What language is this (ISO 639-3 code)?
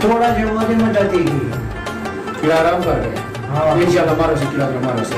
skr